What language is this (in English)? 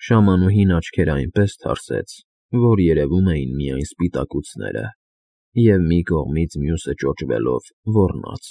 Armenian